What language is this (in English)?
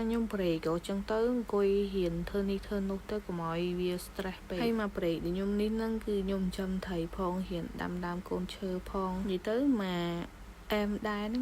Khmer